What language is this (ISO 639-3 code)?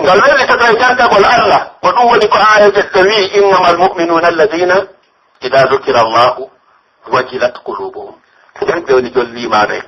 fuf